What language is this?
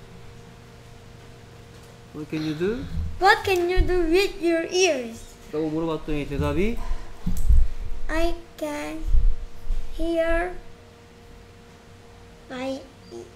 Korean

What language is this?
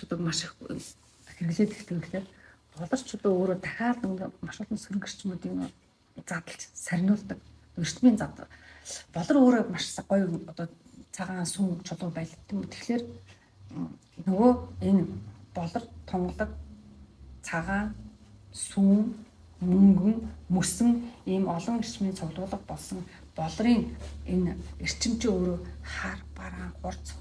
Mongolian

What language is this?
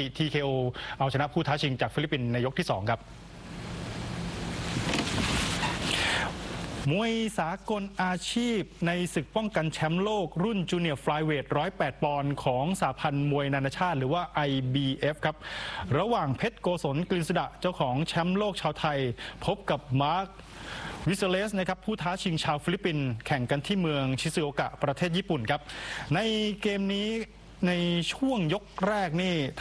Thai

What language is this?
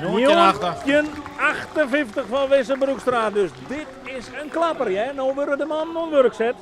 Western Frisian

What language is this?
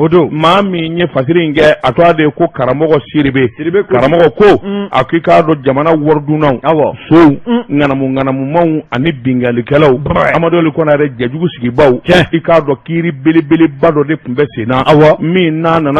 Bambara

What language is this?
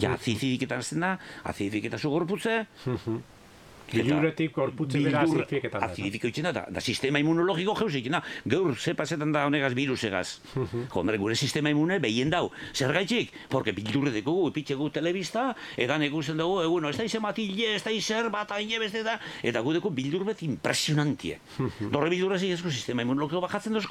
Basque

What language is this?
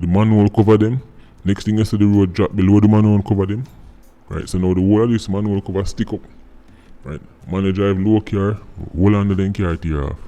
Jamaican Creole English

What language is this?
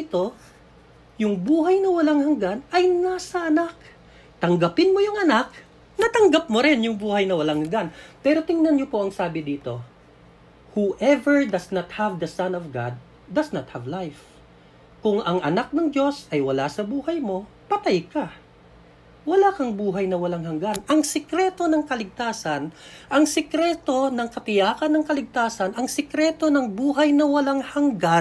Filipino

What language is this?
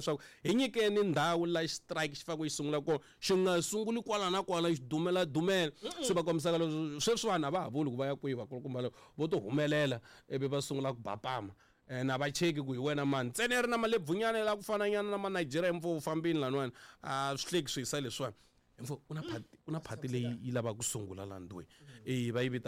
Tsonga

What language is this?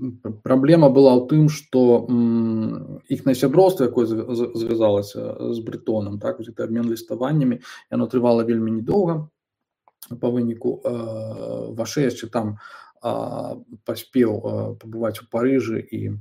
Belarusian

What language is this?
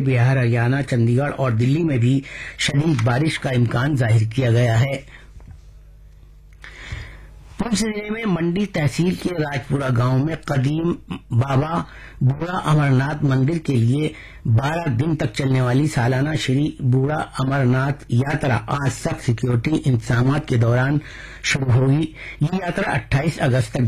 Urdu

